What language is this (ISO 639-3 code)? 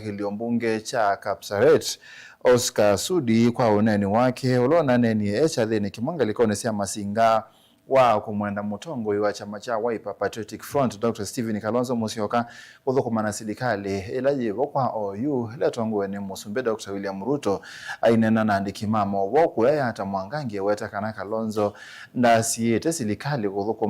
kam